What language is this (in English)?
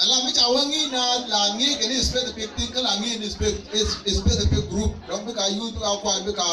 Nuer